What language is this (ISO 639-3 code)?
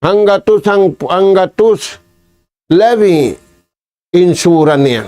tsg